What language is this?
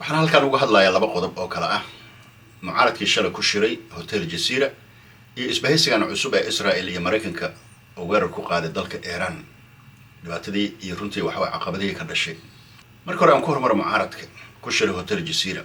Somali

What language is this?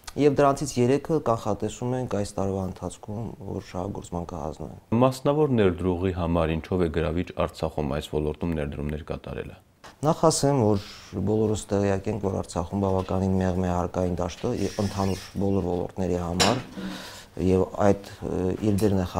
Armenian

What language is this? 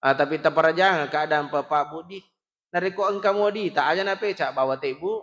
Buginese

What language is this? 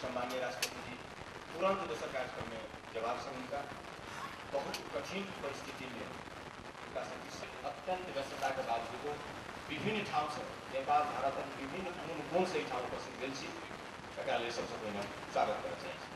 Maithili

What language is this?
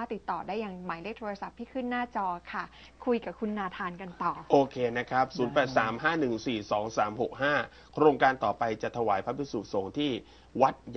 Thai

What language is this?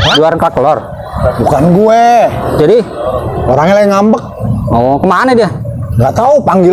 Betawi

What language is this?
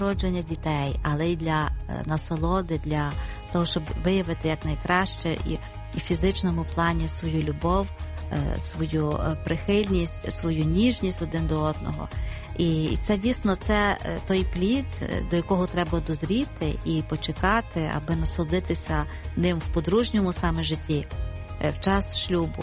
Ukrainian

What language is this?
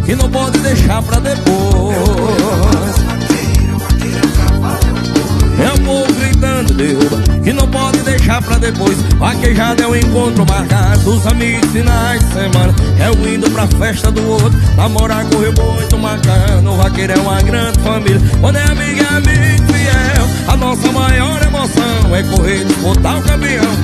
Portuguese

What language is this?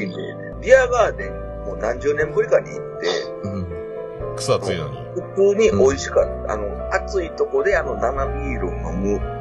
Japanese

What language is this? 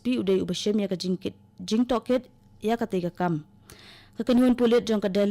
Khasi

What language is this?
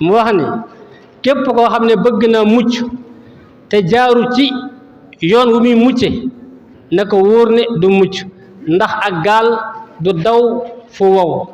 Wolof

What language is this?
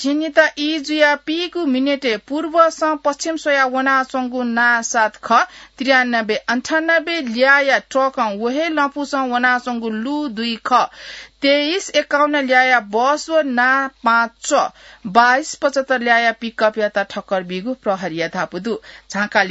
Newari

